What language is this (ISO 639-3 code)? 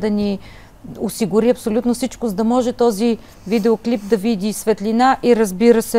bul